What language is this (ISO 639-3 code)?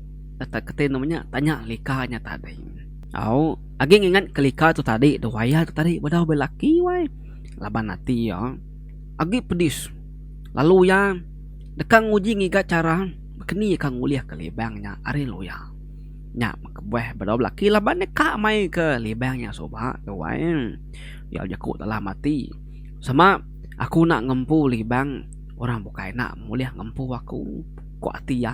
iba